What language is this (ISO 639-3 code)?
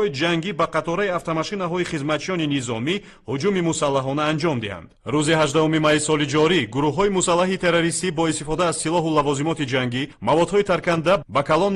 tgk